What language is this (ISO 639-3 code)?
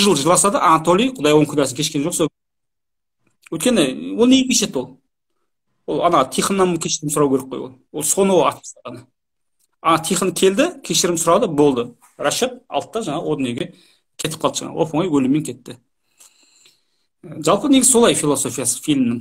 kaz